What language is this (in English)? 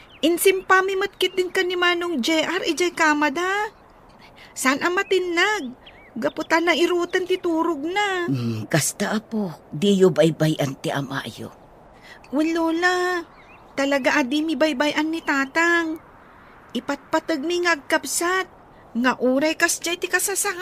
Iloko